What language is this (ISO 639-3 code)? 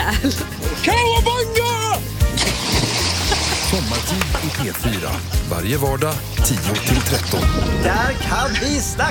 swe